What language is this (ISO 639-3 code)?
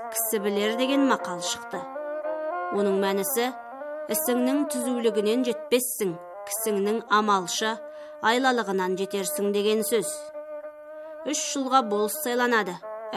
kaz